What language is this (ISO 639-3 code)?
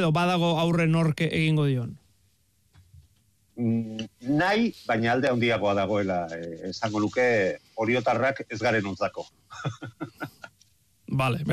eus